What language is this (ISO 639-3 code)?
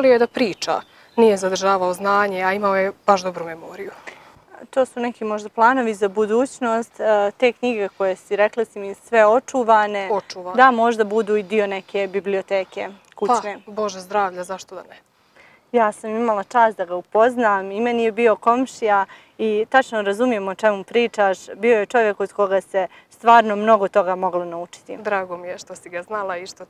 bos